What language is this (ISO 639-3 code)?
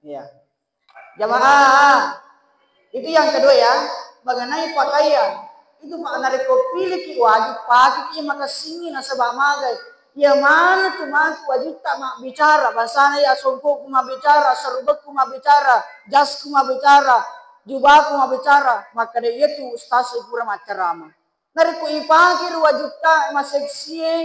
bug